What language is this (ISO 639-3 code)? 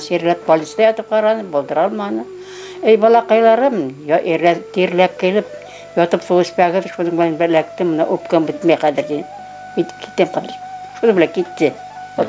bak